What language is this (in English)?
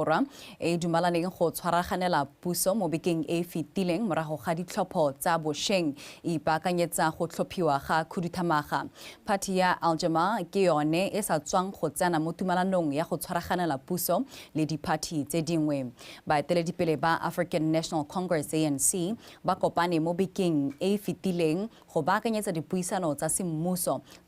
Tswana